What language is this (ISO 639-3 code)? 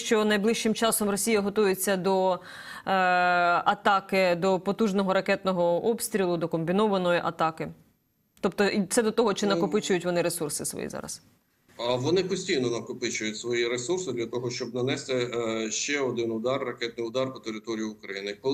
ukr